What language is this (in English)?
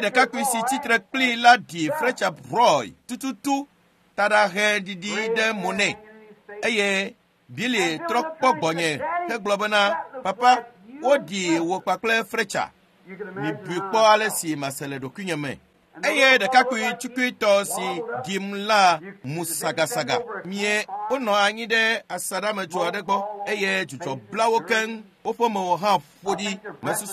Ewe